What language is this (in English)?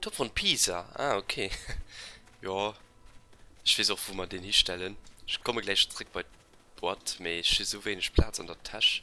Luxembourgish